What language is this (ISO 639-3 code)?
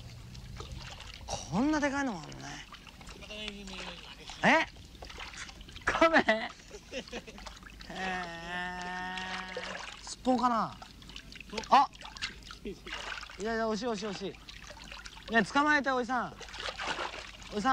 jpn